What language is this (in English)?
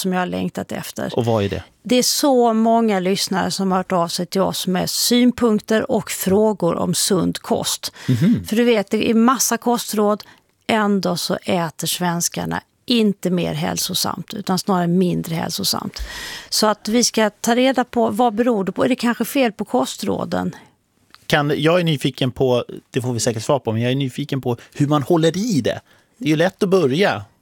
Swedish